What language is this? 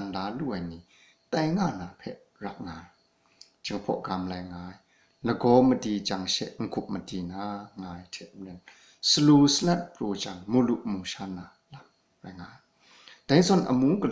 Kachin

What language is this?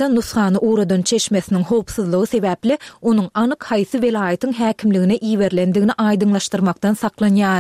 Turkmen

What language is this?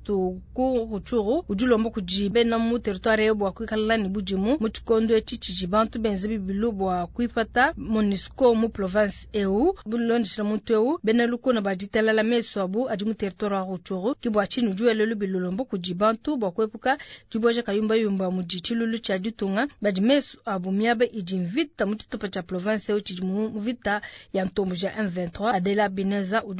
Luba-Lulua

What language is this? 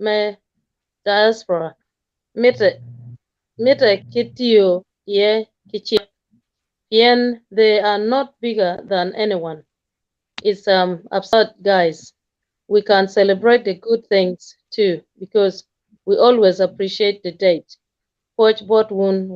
Acoli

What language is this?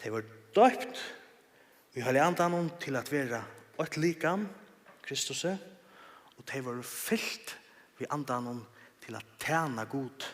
Faroese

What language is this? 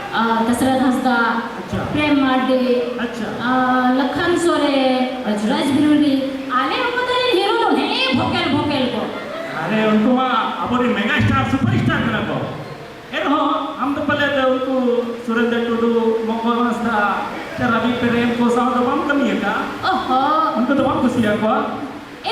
Santali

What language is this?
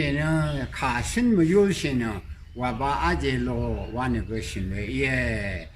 Rawang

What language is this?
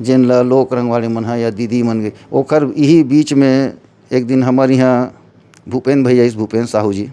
Chhattisgarhi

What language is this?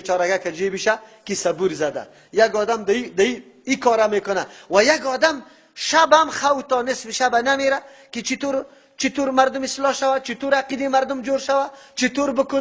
Persian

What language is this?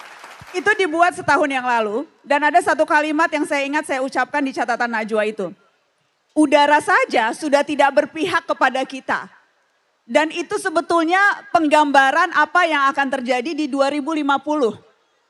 Indonesian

